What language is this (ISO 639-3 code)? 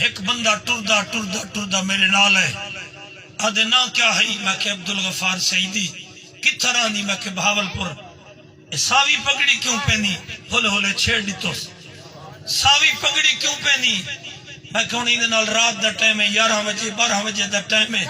skr